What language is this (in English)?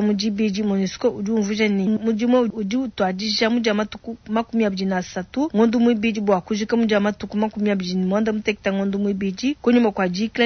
Luba-Lulua